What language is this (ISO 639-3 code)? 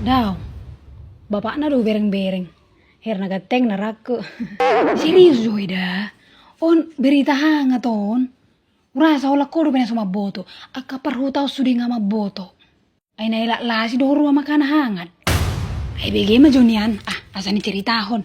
bbc